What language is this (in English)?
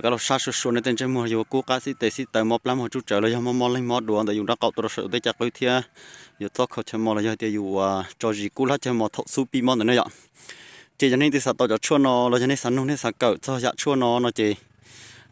Hmong